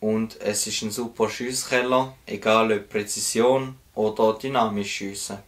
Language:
Swiss German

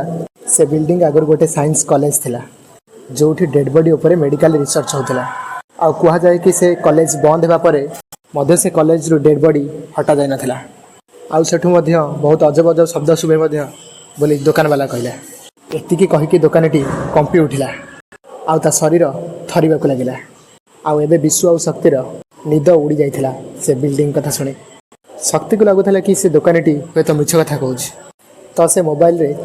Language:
Odia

